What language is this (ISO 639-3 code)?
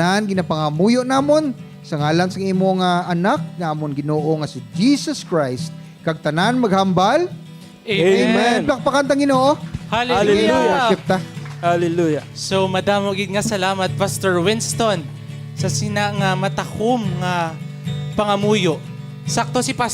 hil